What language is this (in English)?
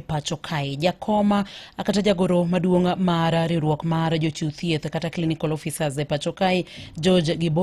Luo (Kenya and Tanzania)